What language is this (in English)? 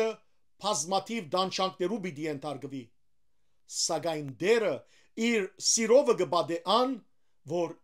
Western Armenian